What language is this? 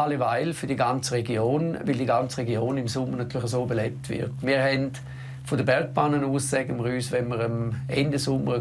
Romansh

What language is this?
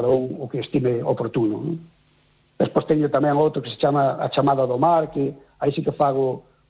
Galician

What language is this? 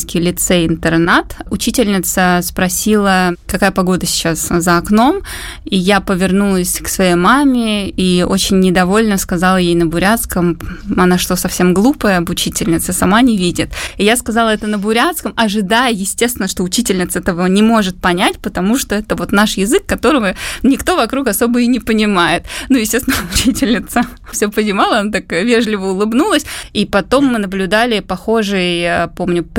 Russian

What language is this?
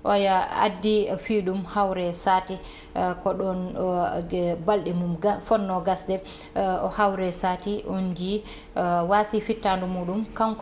Fula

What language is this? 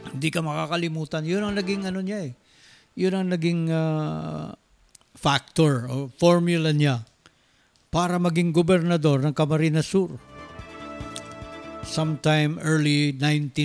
Filipino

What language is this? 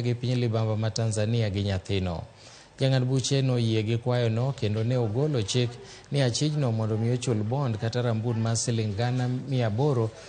Luo (Kenya and Tanzania)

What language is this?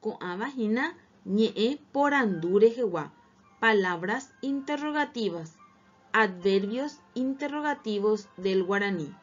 Guarani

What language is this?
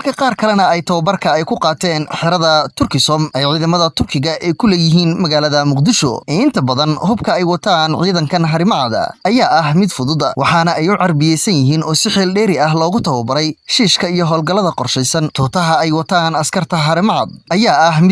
Somali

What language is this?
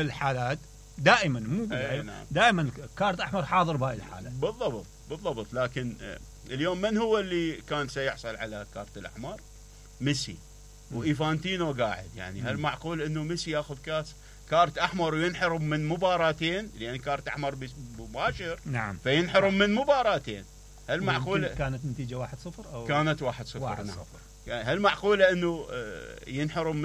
Mesopotamian Arabic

